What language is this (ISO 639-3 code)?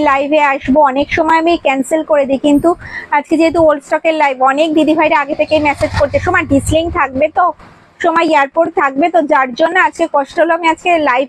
ben